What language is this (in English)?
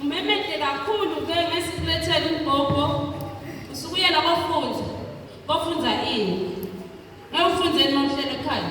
Swati